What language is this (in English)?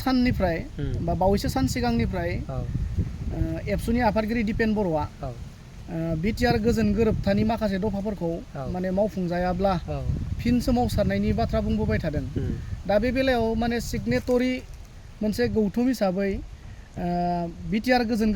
Bodo